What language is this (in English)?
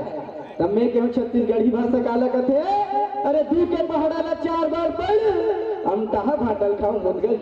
Chhattisgarhi